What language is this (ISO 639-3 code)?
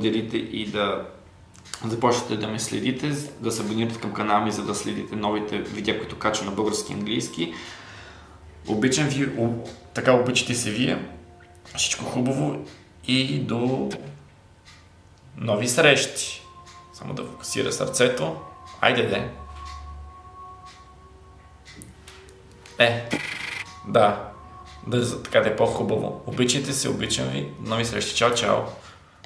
bul